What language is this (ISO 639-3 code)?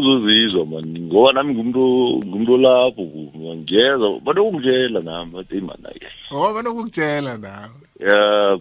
nbl